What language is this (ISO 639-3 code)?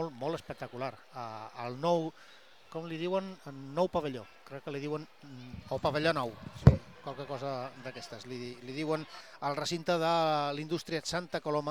cat